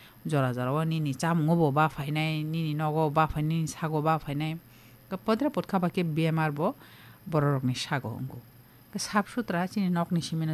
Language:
Kok Borok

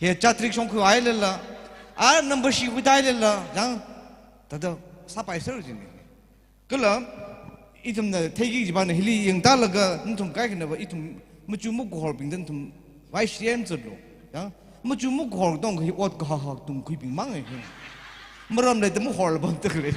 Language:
Tangkhul Naga (India)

